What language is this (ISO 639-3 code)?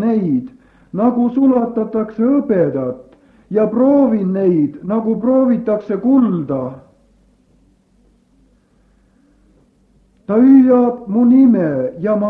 est